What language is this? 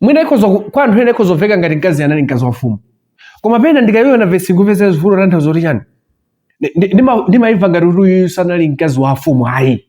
Nyanja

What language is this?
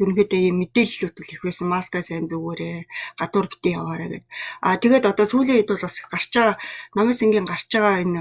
Mongolian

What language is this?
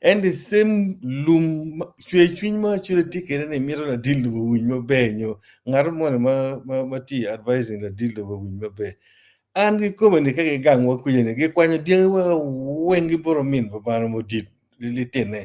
Acoli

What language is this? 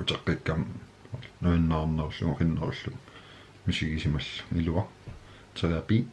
Kalaallisut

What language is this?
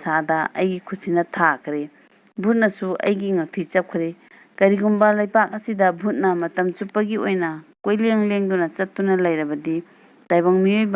Manipuri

